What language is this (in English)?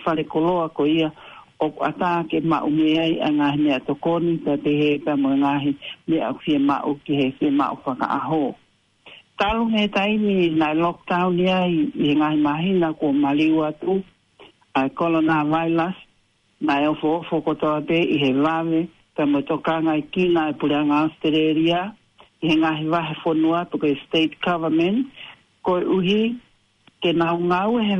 Tongan